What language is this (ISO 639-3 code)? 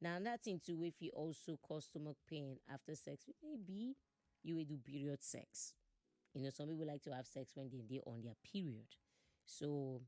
pcm